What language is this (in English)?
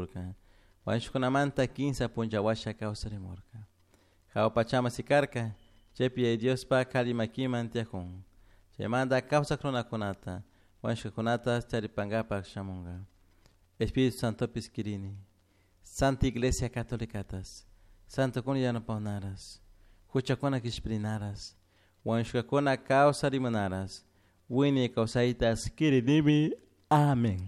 Chimborazo Highland Quichua